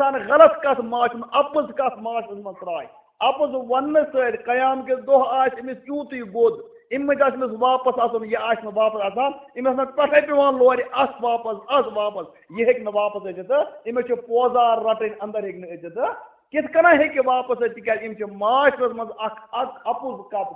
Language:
Kashmiri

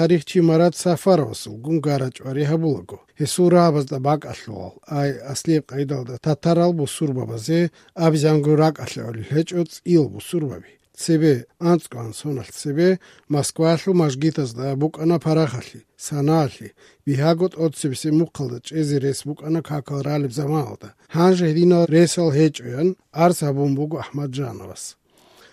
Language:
Avaric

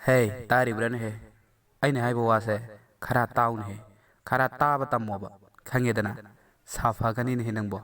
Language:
Manipuri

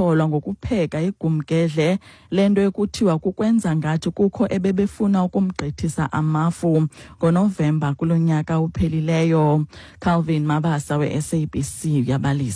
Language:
Xhosa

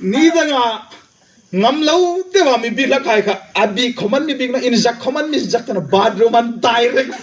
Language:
Hmar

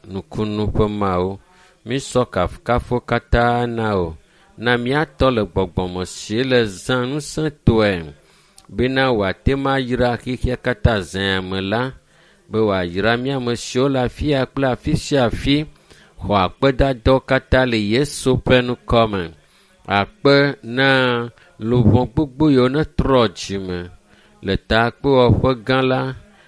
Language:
Ewe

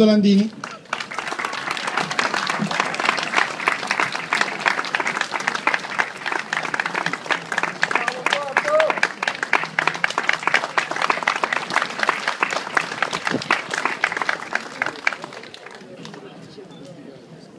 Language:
Italian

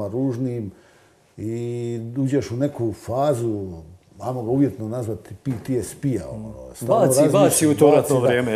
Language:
Croatian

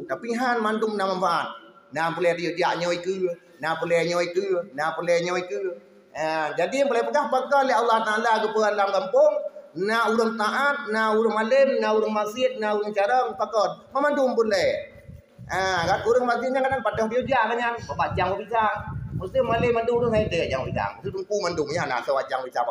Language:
Achinese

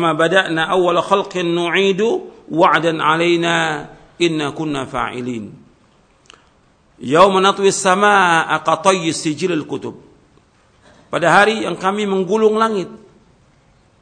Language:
Indonesian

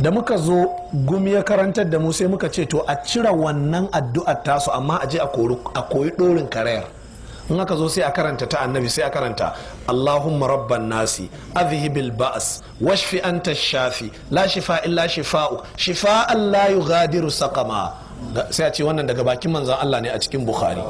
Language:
Hausa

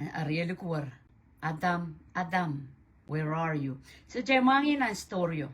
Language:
Pohnpeian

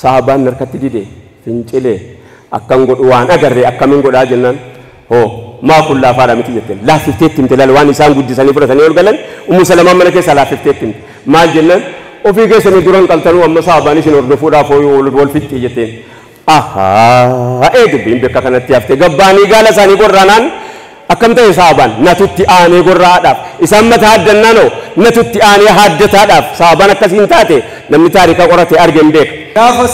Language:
Oromo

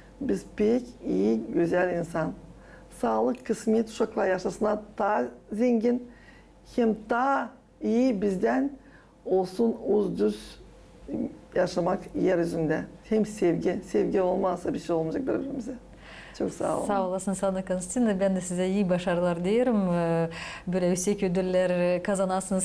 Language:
Gagauz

